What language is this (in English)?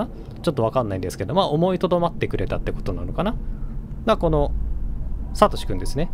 Japanese